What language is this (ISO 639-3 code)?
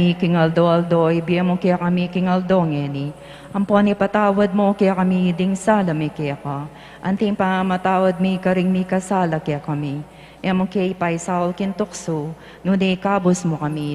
pam